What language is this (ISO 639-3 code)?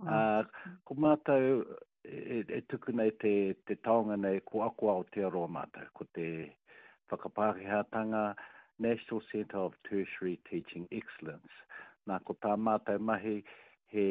mri